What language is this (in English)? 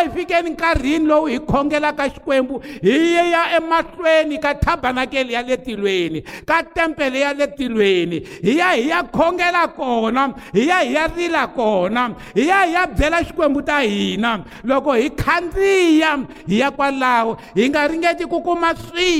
Tsonga